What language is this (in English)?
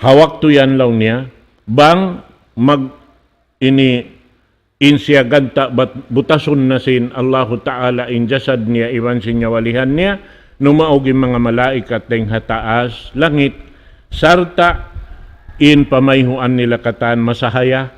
Tausug